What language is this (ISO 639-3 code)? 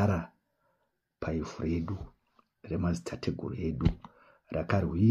sna